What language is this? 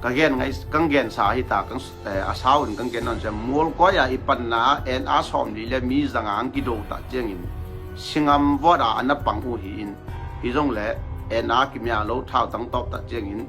Tedim Chin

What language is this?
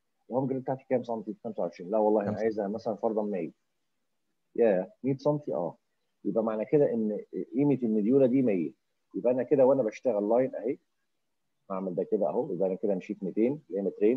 Egyptian Arabic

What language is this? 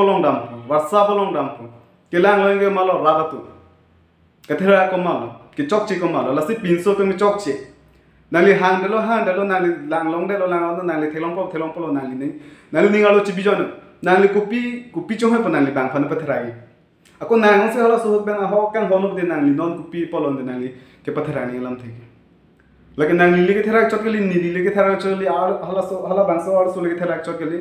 Karbi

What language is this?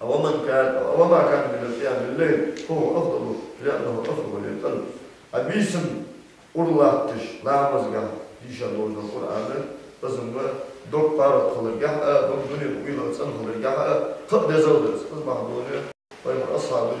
Ingush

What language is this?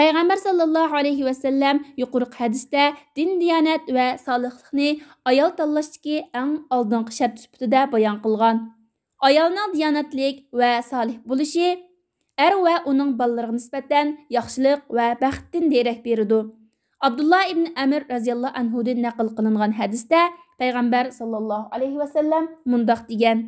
Uyghur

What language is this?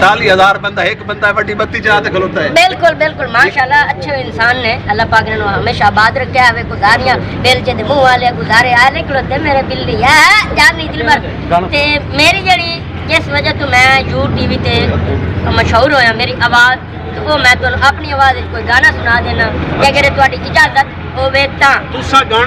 Saraiki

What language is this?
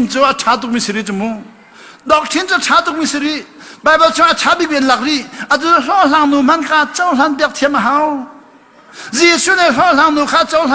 Hakha Chin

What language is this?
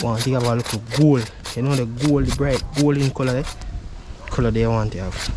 Jamaican Creole English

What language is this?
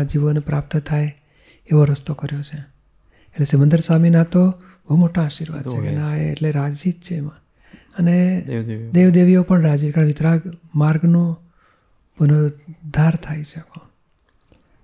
Gujarati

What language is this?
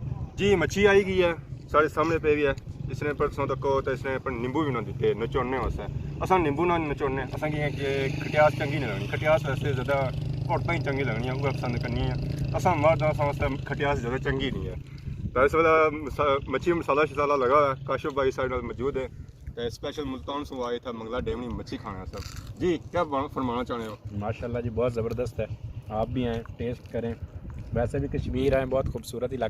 Pahari-Potwari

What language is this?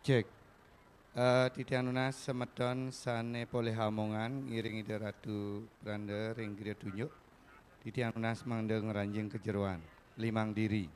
Balinese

